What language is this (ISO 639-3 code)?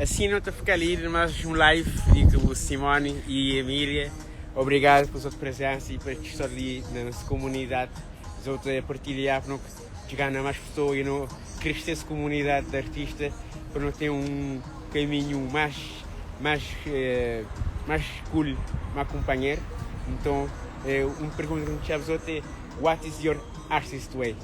kea